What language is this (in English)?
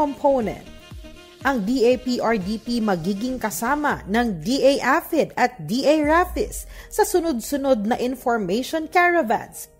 Filipino